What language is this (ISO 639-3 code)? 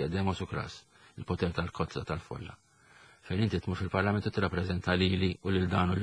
mlt